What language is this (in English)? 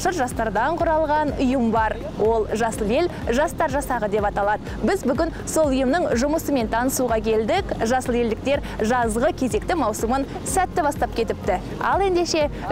Kazakh